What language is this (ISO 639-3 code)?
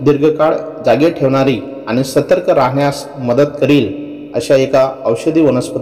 mar